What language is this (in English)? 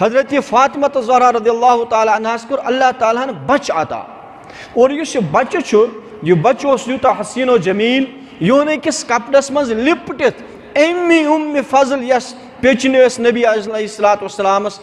Kashmiri